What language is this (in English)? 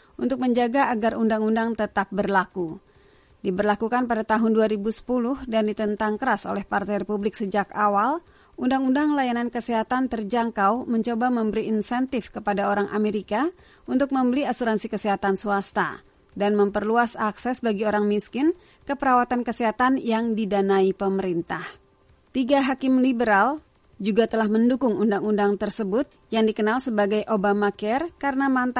Indonesian